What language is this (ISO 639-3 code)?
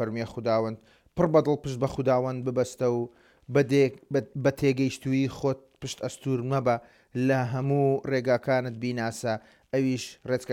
ckb